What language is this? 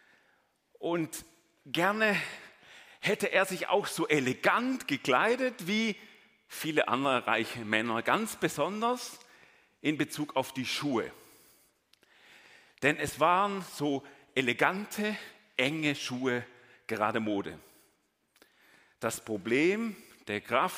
German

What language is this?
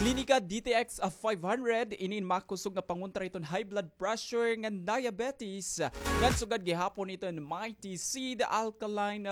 Waray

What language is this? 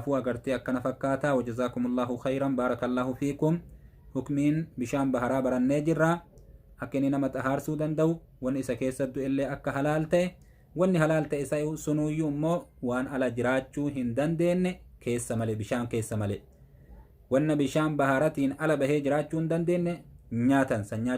Oromo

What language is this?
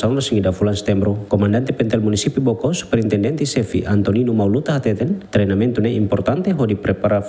Tetum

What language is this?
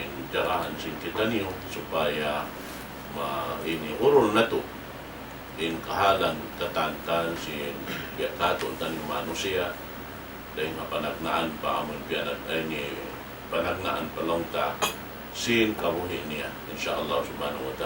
Tausug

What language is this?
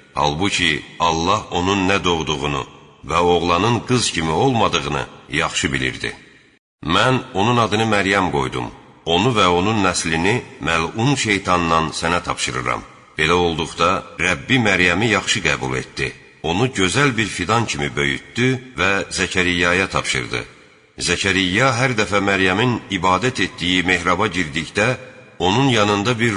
Azerbaijani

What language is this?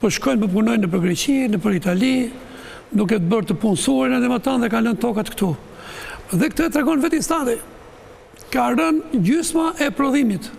Albanian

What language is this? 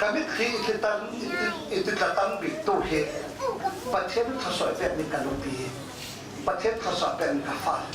Falam Chin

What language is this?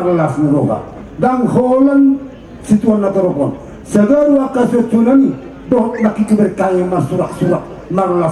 Batak Toba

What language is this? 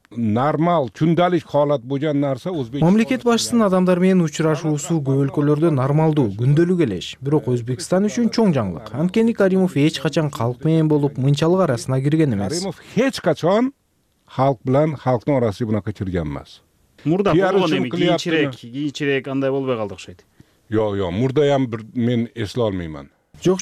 Kyrgyz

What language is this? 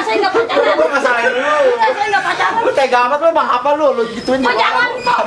Betawi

